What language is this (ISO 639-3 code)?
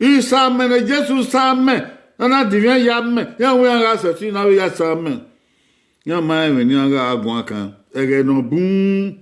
bin